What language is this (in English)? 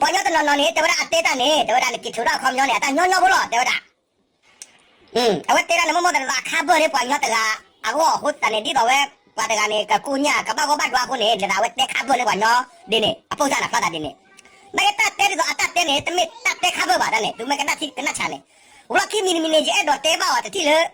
S'gaw Karen